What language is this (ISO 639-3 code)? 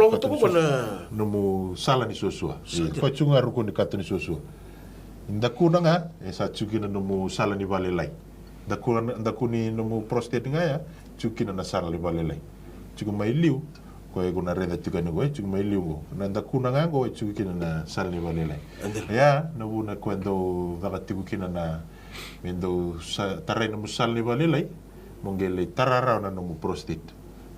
fij